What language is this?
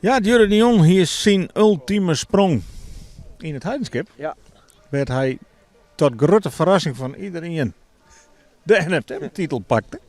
Western Frisian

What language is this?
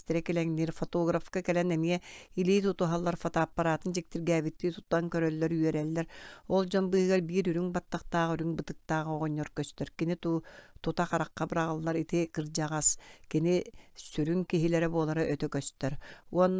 Yakut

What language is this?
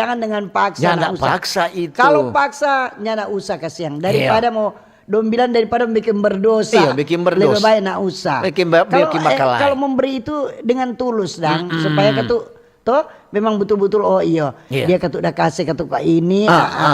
Manado Malay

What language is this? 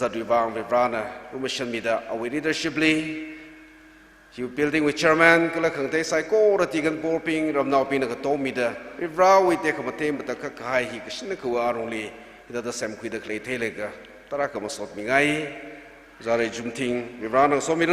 Tangkhul Naga (India)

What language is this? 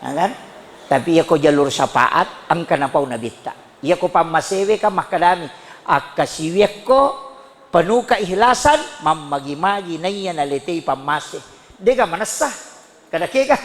Buginese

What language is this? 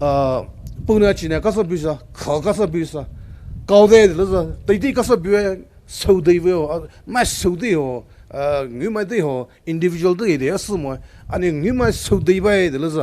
Poumei Naga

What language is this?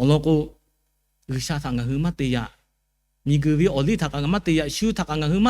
Lahu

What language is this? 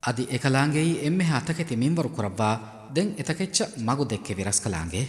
Divehi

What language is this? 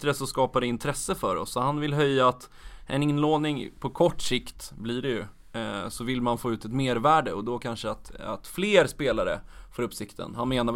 Swedish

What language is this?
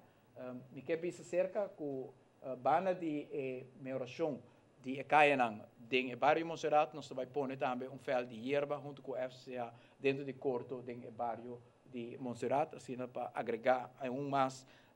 Papiamento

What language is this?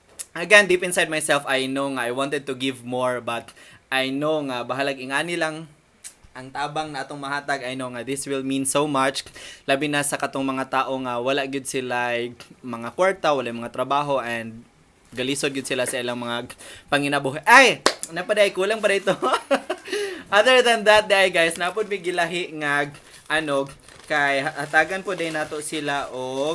Cebuano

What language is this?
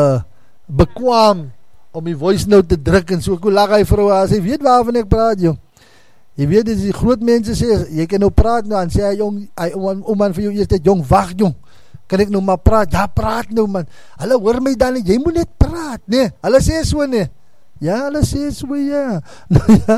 Afrikaans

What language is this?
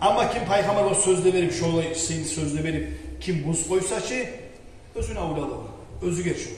Kumyk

